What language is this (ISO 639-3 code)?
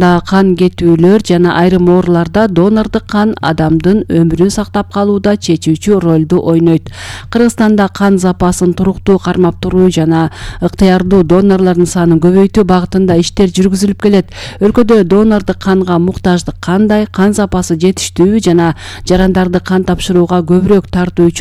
kir